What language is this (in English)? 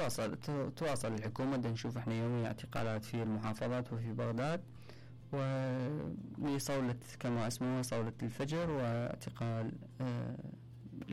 Mesopotamian Arabic